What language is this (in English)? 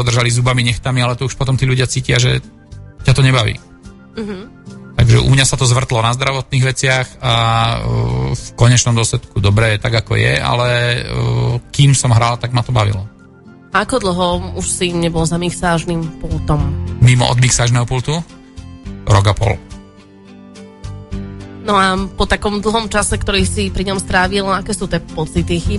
Slovak